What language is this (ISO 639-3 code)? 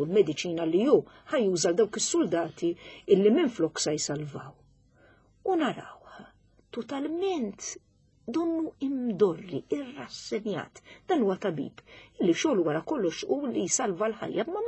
mlt